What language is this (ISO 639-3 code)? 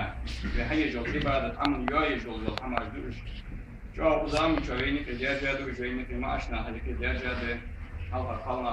inh